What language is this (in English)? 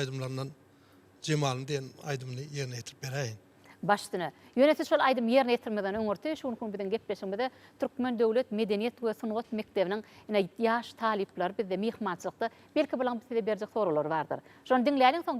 Turkmen